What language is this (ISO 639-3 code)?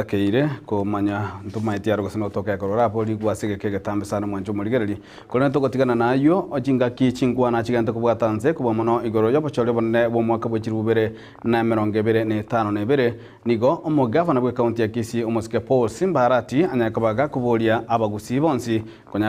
guz